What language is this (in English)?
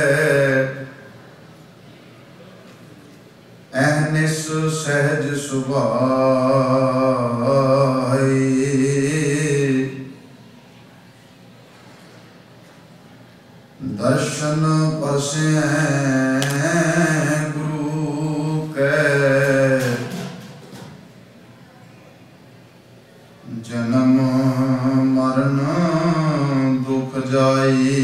Punjabi